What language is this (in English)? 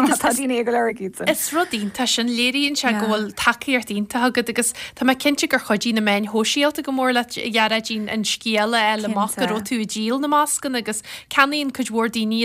Irish